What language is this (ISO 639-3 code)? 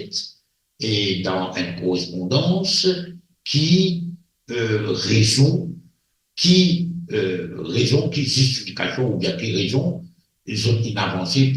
mfe